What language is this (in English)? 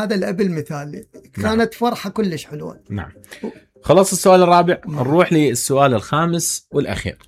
Mesopotamian Arabic